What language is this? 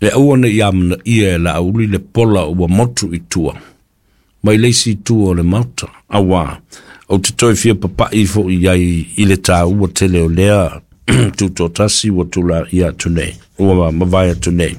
Samoan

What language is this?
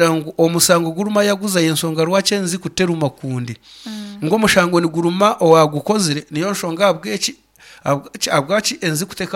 Nyankole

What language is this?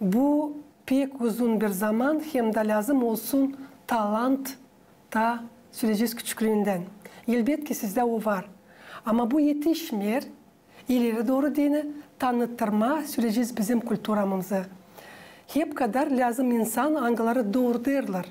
Gagauz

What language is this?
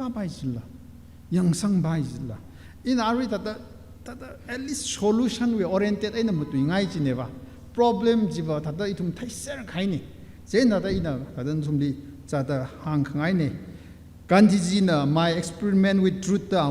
Tangkhul Naga (India)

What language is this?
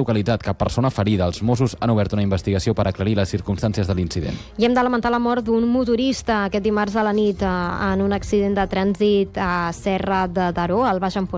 Catalan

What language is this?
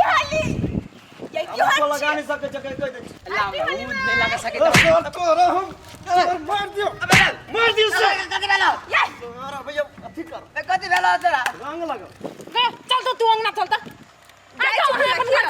Maithili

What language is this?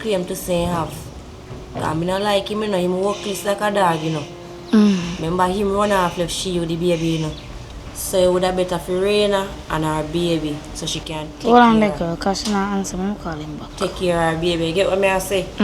Jamaican Creole English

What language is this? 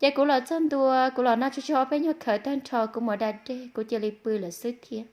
Hmong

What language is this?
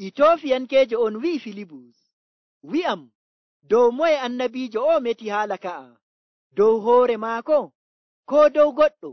Nigerian Fulfulde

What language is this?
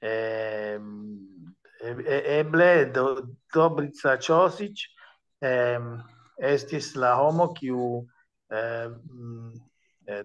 Esperanto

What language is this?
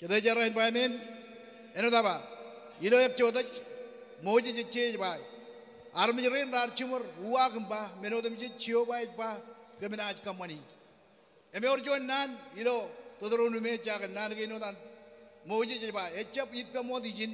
Marshallese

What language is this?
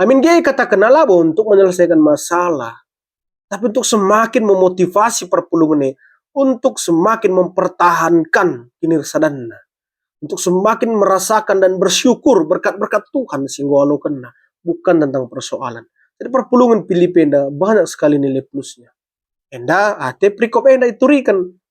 Batak Karo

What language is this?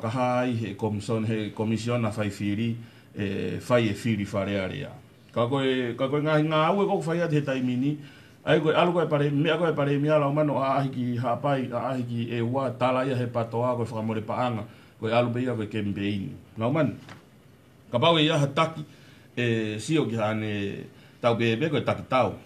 Tongan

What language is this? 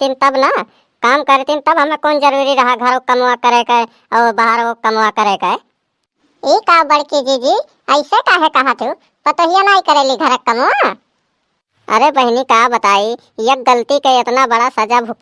Awadhi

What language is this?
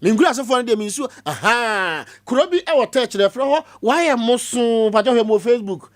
Akan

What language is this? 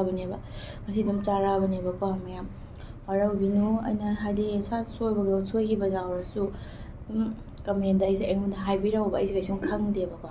Manipuri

